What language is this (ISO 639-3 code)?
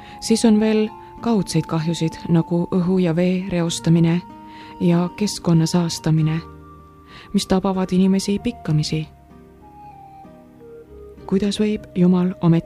est